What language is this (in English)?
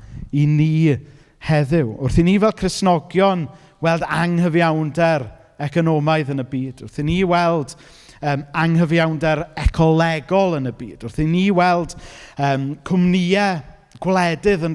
Welsh